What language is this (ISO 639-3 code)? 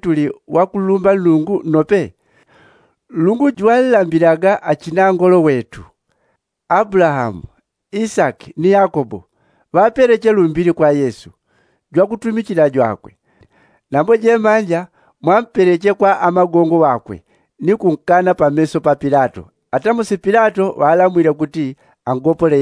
yao